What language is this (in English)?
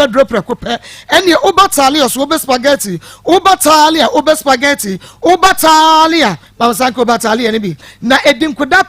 Akan